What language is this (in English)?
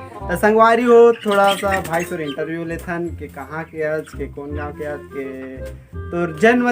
Chhattisgarhi